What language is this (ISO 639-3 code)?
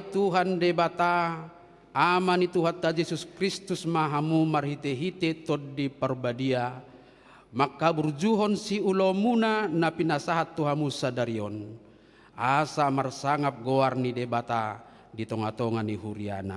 bbc